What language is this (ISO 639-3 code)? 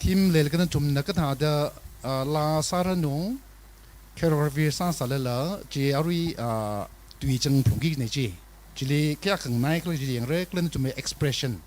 nmf